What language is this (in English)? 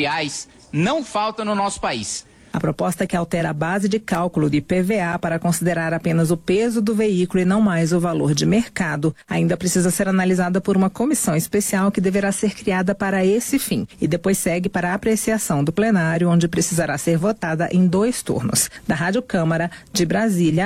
Portuguese